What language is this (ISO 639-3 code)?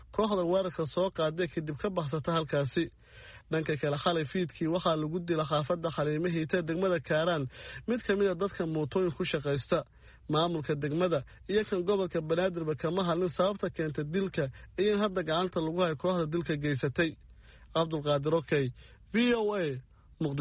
som